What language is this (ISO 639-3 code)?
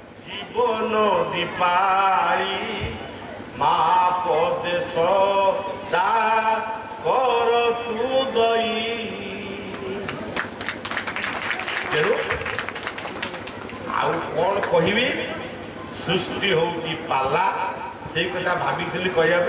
ori